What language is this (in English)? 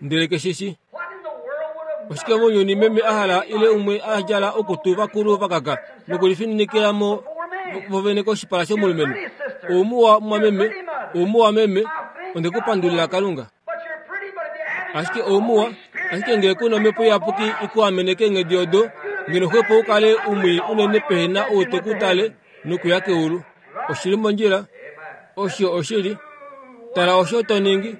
Kuanyama